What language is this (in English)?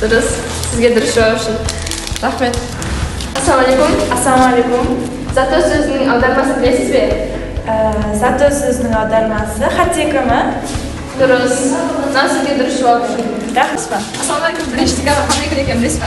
Kara-Kalpak